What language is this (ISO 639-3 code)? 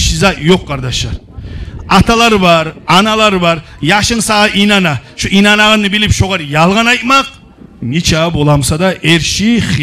kum